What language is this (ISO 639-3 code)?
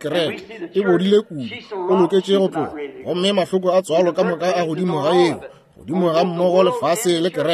nso